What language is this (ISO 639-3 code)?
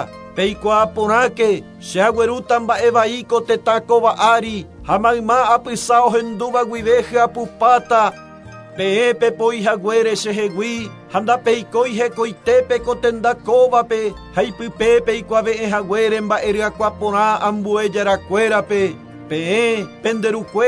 grn